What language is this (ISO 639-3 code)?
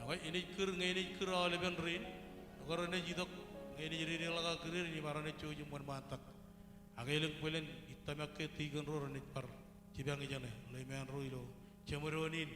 mah